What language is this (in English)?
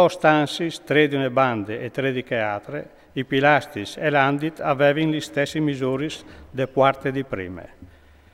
Friulian